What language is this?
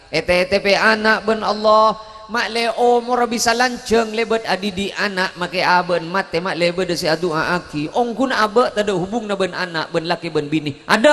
Madurese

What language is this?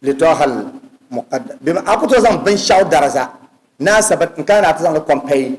Dagbani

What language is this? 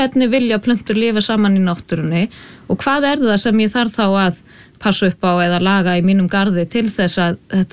Icelandic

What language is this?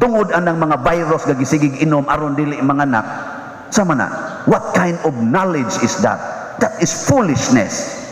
Cebuano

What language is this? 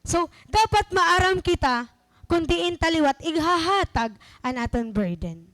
Waray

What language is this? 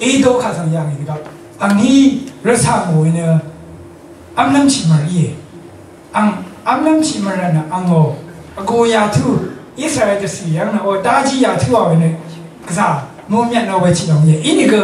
Rawang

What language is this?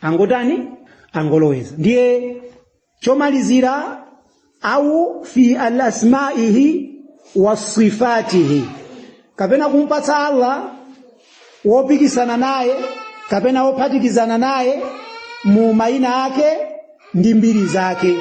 Nyanja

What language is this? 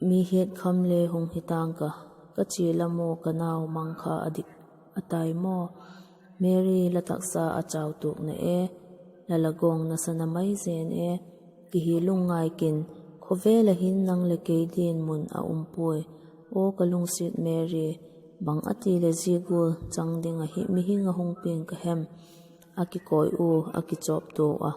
Vaiphei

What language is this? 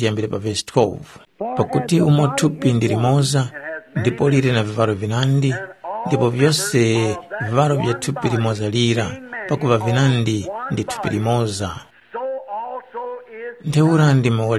Tumbuka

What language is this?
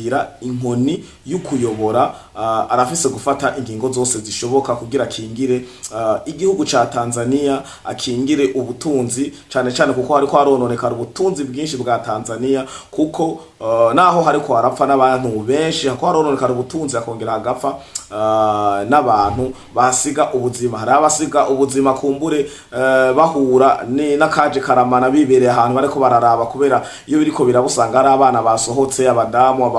Rundi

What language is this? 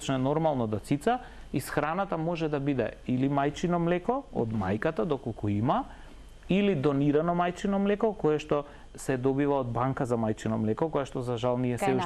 Macedonian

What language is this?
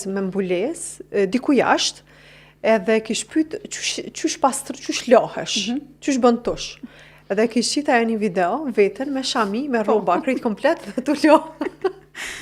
Albanian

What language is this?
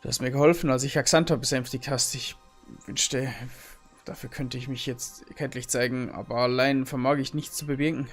Bavarian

